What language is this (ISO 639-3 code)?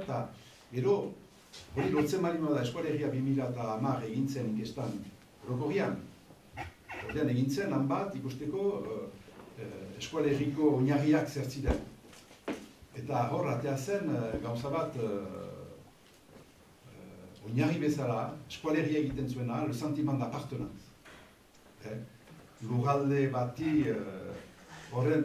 eus